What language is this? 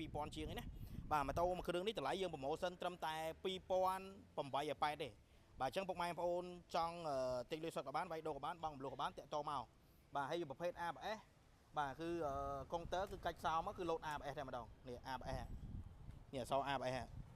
Khmer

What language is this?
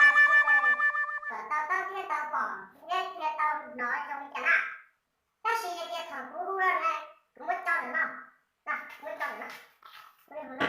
Hmong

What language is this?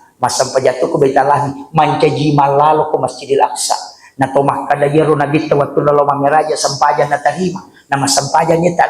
Buginese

